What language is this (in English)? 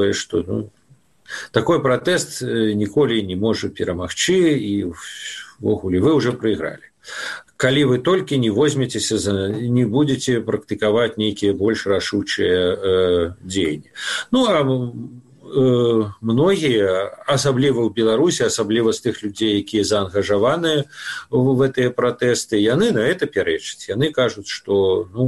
Belarusian